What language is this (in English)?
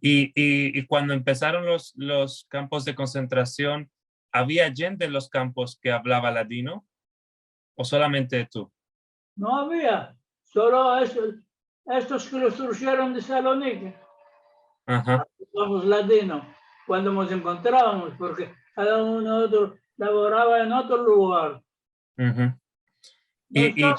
Ladino